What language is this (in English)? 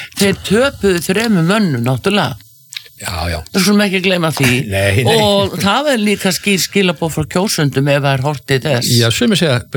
Icelandic